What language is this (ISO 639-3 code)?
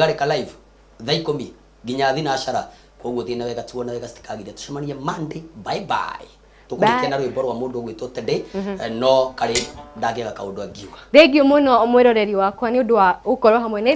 kik